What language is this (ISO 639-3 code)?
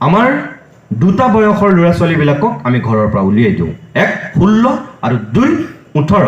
asm